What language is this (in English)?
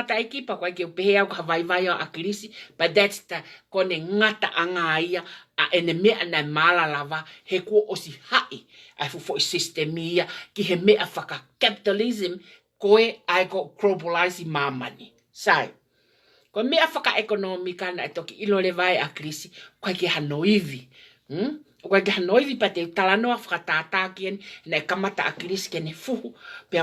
Tongan